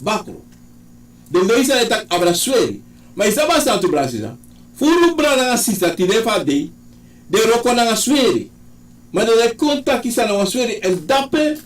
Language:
Sranan Tongo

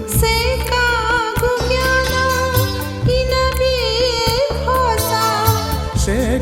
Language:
Newari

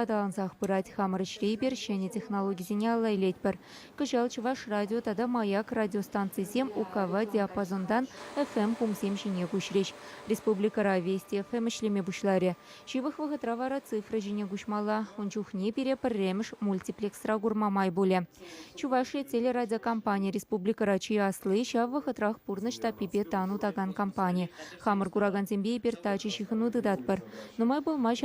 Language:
Chuvash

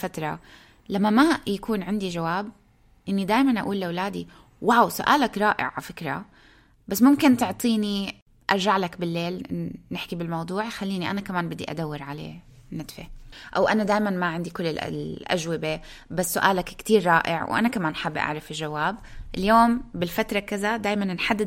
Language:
North Levantine Arabic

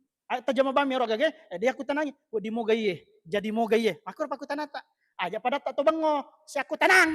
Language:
Buginese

